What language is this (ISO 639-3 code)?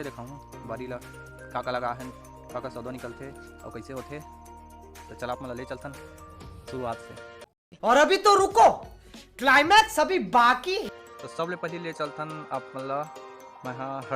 hne